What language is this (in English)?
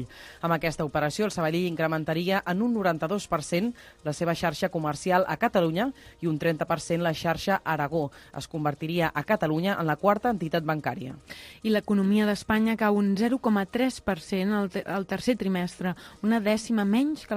Catalan